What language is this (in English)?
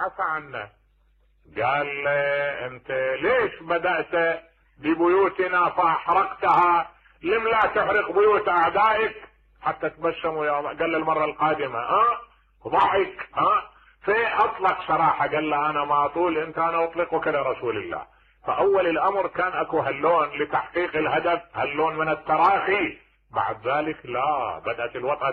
Mesopotamian Arabic